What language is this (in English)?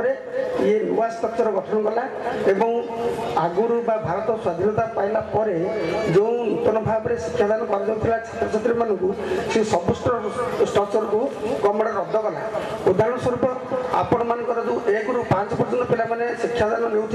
Odia